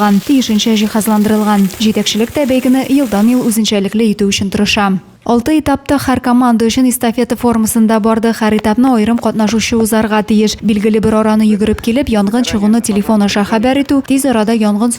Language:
Tatar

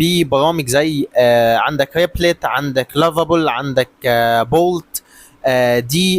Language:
Egyptian Arabic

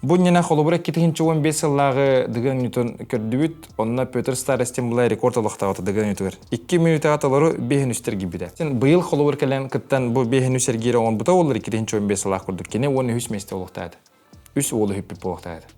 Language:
Yakut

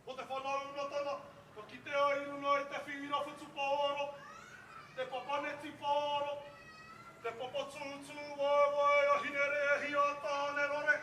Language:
Māori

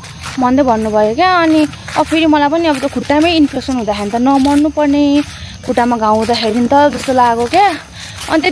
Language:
Nepali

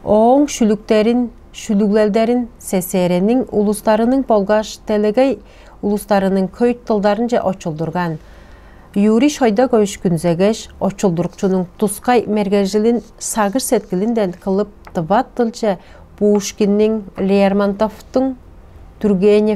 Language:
Tuvinian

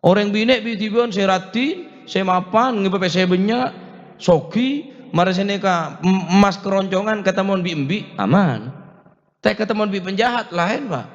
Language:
Madurese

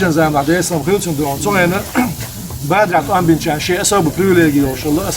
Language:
Chechen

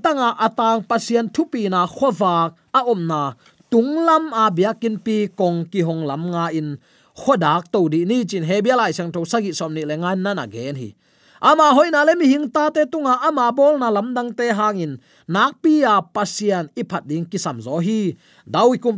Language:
Tedim Chin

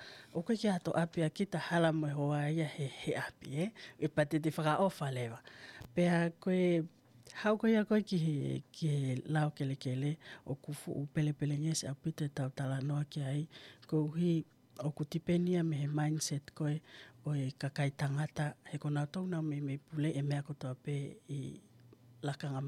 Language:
Tongan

